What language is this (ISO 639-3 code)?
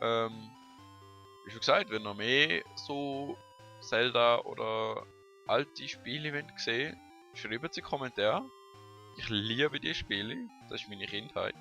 gsw